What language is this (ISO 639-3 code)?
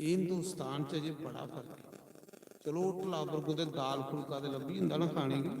doi